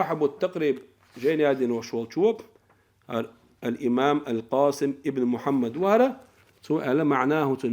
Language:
Chechen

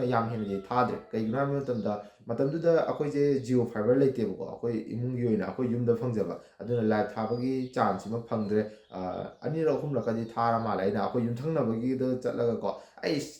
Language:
Manipuri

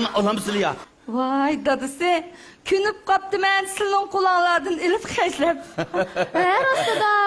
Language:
Uyghur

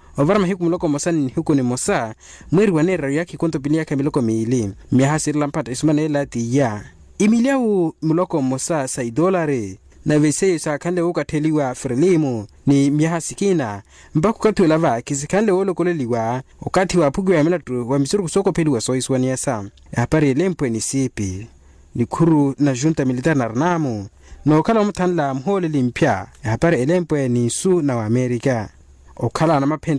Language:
Makhuwa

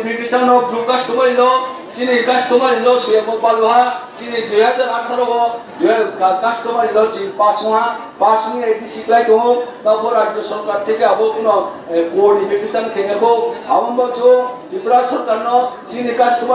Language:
Riang (India)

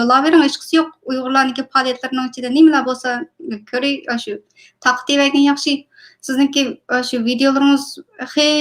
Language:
Uyghur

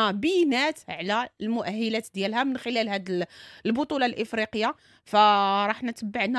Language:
Moroccan Arabic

